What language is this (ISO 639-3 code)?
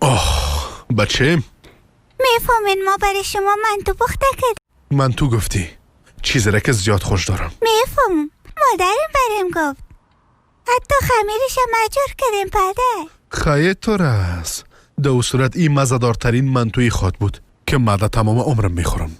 fas